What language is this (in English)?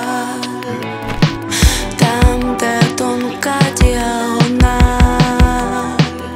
Ukrainian